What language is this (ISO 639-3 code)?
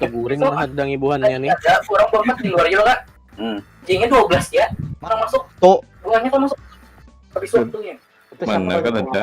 bjn